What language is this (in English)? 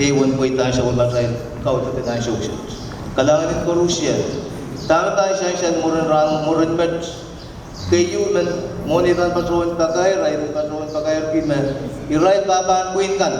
Pohnpeian